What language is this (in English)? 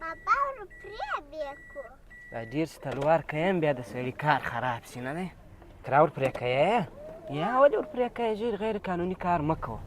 Pashto